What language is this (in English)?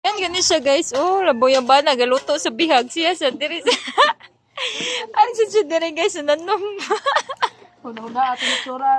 Cebuano